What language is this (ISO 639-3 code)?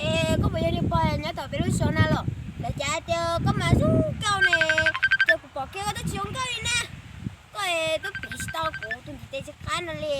hmn